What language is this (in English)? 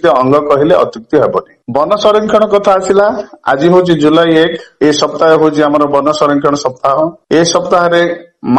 Odia